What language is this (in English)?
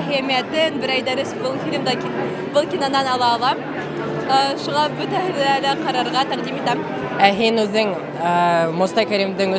Bashkir